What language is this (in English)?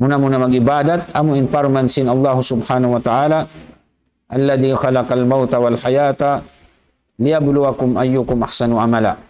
Tausug